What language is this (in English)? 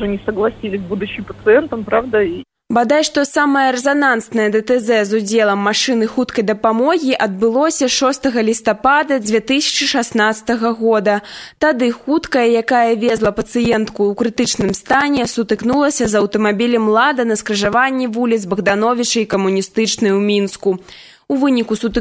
Belarusian